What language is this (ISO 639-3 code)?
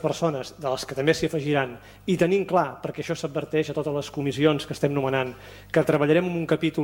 cat